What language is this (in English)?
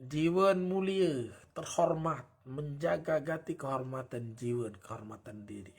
Sasak